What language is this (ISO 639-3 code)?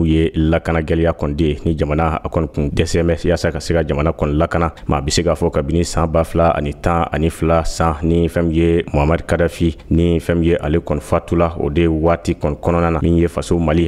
bam